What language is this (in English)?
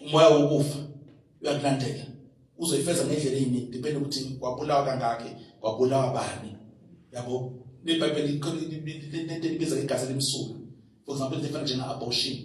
Zulu